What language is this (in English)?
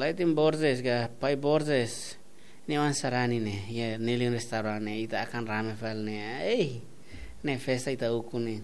Tetum